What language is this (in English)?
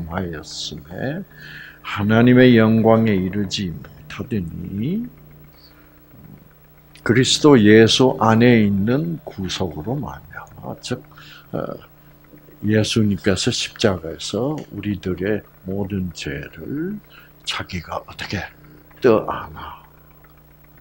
Korean